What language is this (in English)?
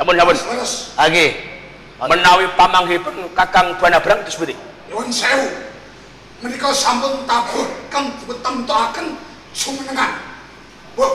Javanese